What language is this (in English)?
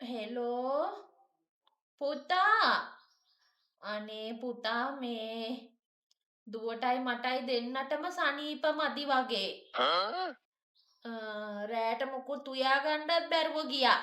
Sinhala